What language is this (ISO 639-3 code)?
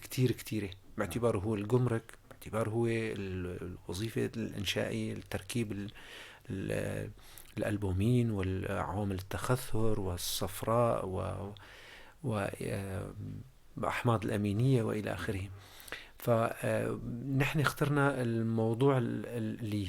apc